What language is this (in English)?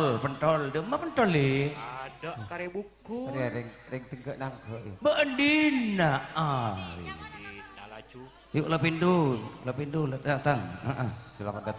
Madurese